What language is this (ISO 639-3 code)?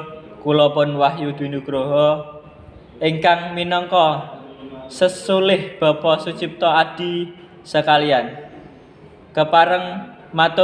jav